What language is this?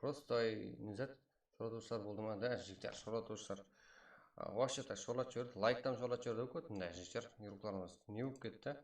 Kara-Kalpak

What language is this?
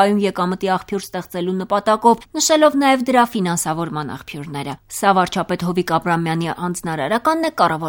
Armenian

